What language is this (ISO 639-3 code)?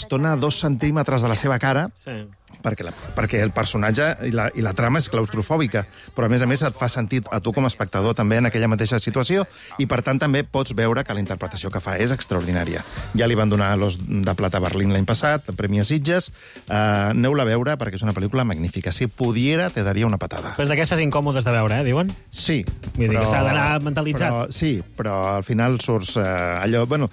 cat